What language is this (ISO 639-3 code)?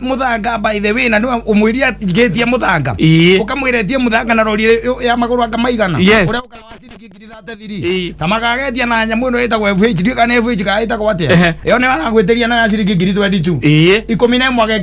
kik